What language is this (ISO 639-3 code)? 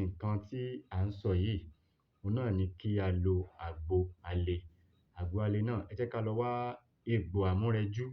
yor